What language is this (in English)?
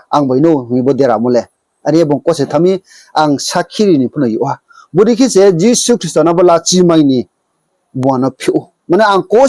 Riang (India)